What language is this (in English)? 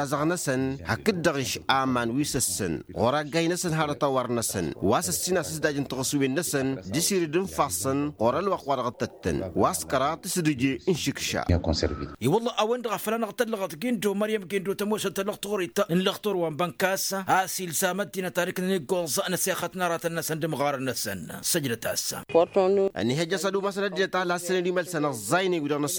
Tamasheq